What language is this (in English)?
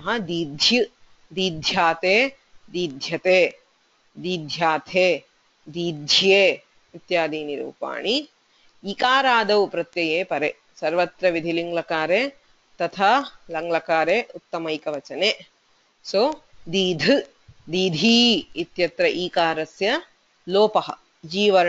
Sanskrit